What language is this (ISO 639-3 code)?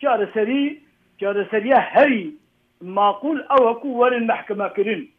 kur